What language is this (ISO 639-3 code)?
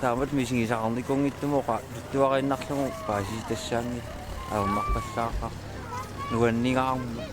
kal